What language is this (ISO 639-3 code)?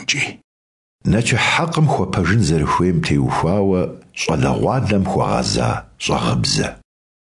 kbd